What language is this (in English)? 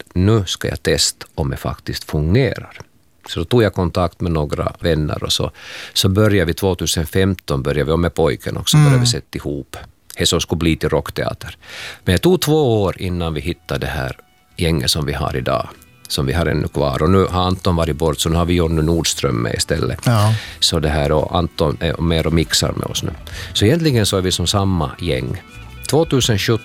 Swedish